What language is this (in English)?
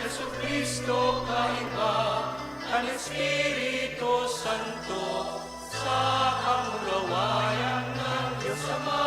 Bikol